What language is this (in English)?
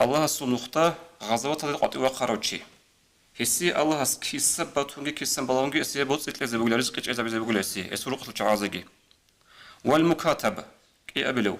Avaric